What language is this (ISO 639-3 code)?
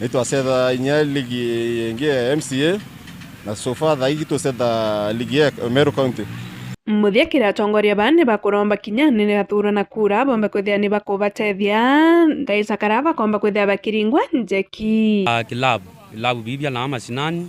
mer